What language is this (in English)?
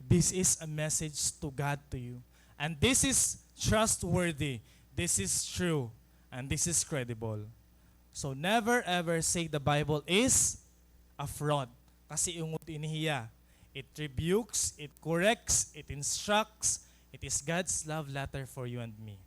Waray